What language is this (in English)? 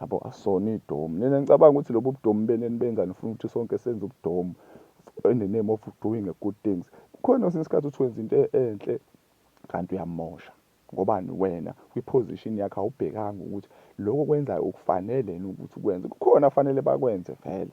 Zulu